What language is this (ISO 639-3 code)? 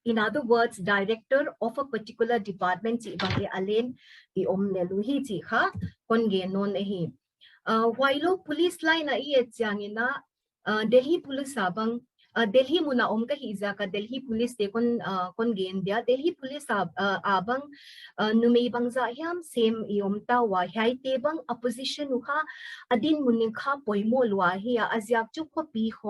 pck